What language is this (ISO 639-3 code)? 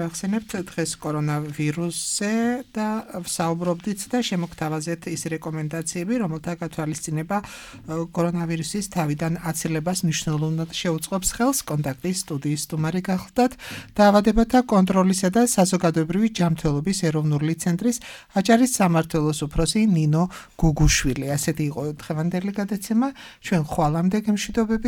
kat